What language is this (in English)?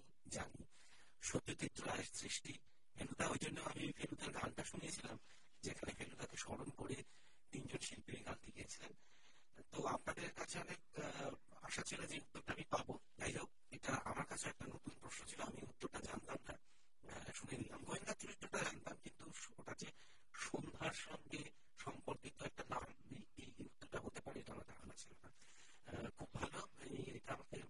Bangla